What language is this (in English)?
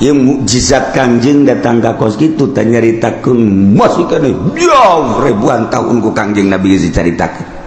Sundanese